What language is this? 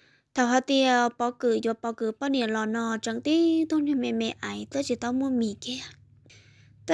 Vietnamese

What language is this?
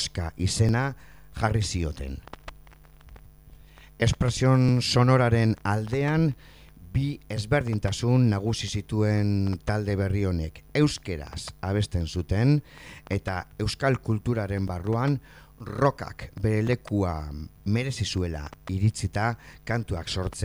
Basque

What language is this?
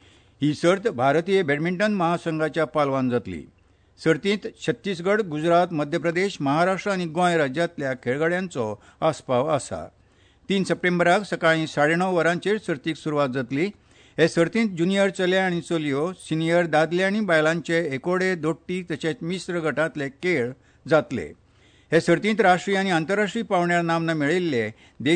Konkani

